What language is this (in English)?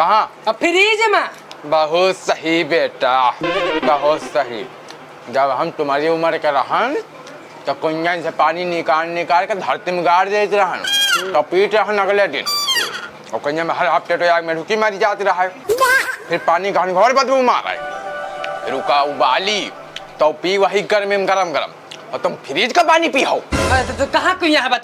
Awadhi